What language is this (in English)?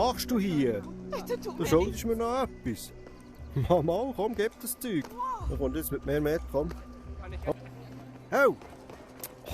Swiss German